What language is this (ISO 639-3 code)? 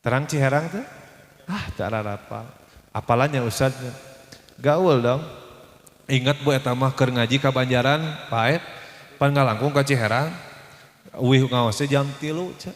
sun